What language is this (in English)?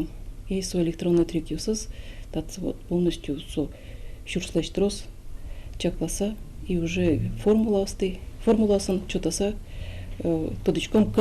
Udmurt